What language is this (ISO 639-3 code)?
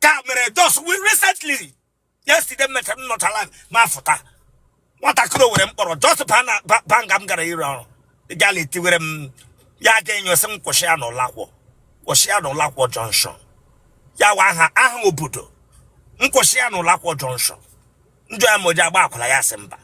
ibo